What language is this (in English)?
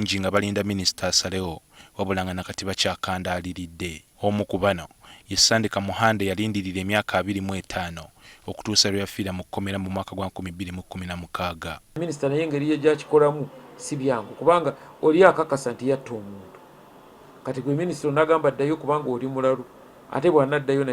Ganda